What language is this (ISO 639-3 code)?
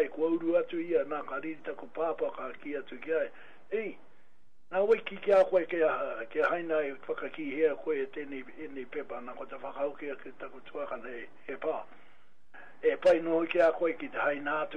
mri